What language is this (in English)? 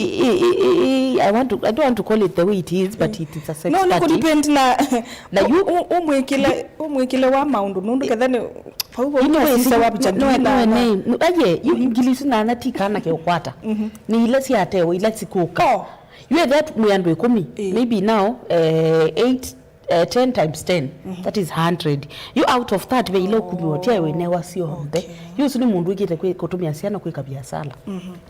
Kamba